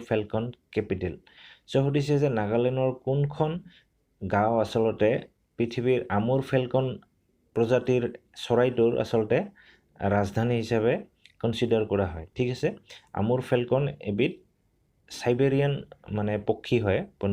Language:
Assamese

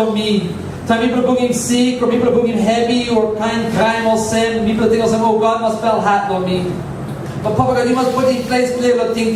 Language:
Tok Pisin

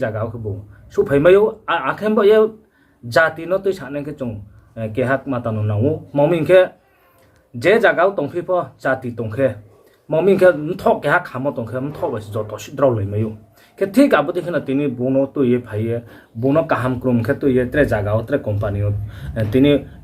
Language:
Riang (India)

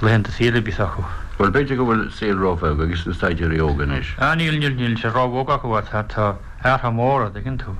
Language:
Irish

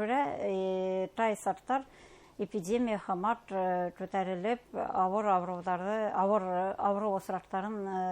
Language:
Bashkir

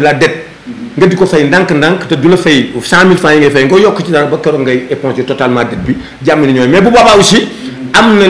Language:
Wolof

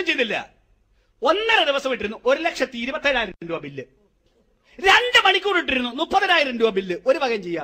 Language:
Malayalam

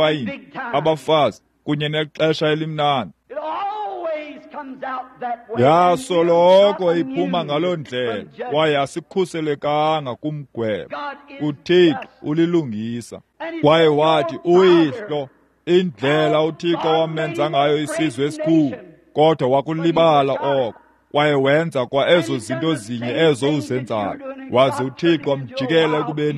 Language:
Xhosa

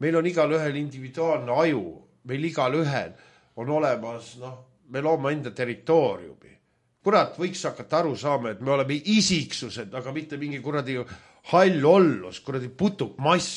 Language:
Estonian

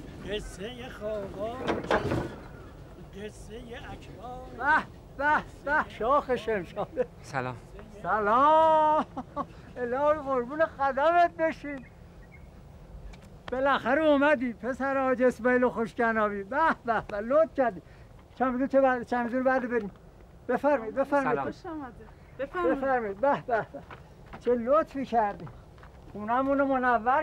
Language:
Persian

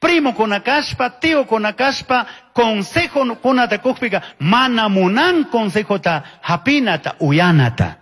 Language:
Chimborazo Highland Quichua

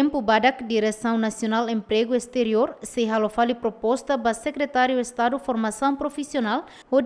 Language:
Tetum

